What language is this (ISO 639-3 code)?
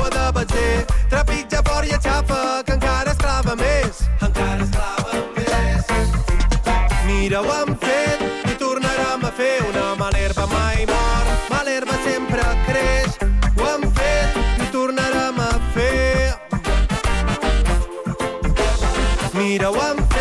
cat